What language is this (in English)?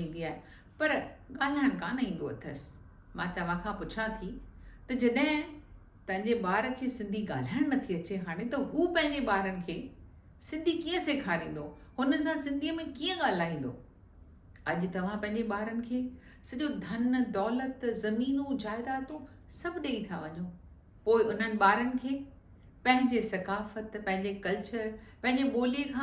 Sindhi